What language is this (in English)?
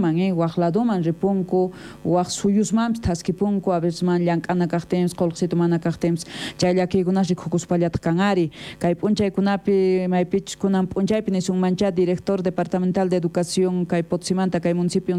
South Bolivian Quechua